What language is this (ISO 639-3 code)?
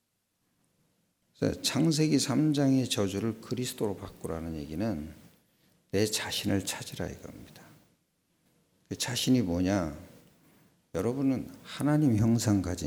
kor